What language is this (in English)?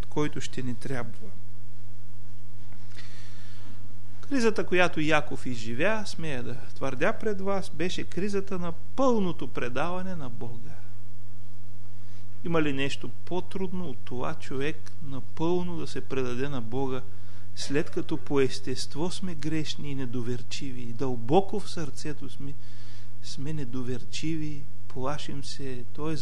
Bulgarian